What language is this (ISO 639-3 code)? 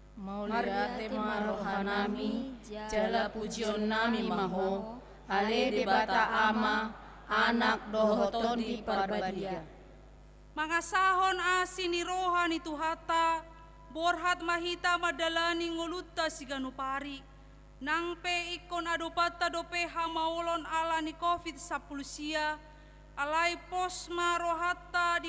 bbc